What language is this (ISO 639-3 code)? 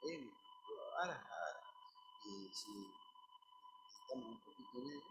grn